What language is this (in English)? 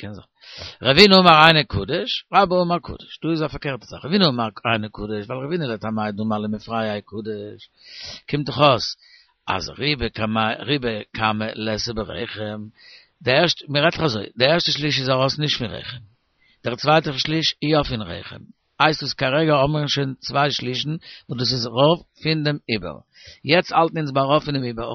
Yiddish